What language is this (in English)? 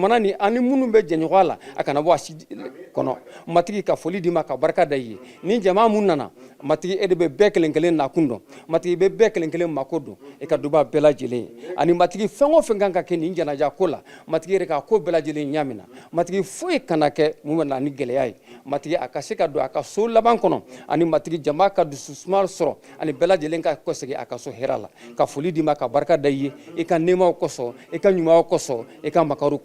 Bambara